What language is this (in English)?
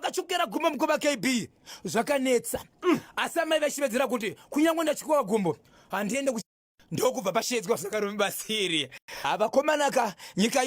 Shona